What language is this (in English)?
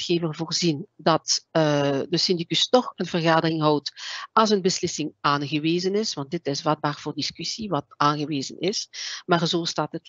Dutch